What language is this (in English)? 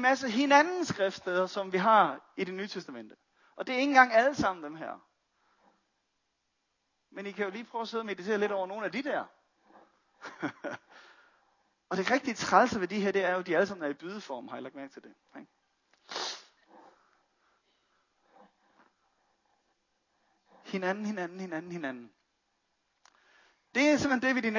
Danish